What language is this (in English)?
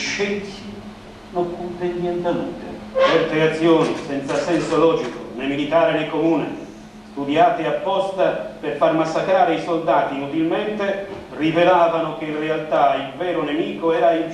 Sardinian